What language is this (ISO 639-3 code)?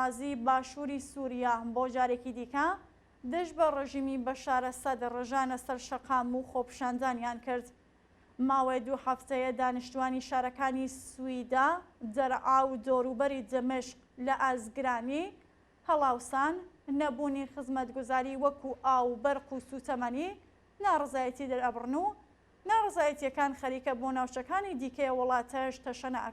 ckb